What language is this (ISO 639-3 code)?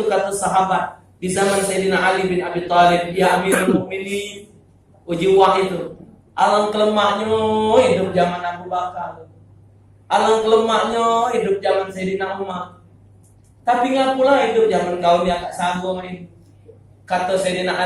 mui